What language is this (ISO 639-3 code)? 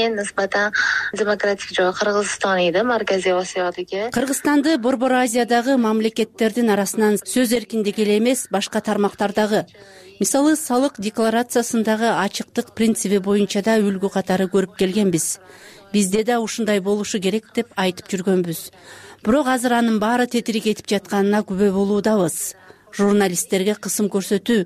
kir